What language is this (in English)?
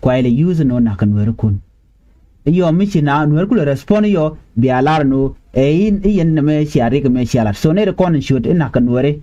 Nuer